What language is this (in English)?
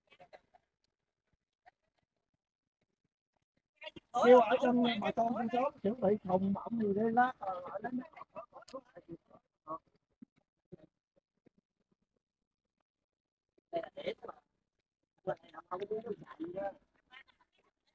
Vietnamese